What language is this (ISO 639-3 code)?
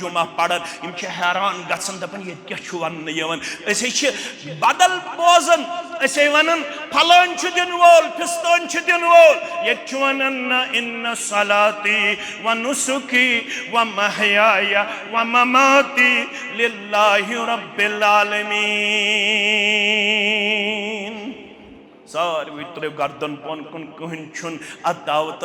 kas